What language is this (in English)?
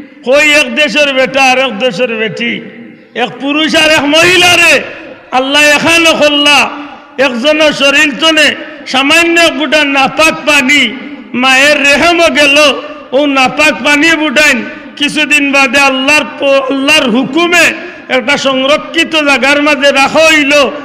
Sylheti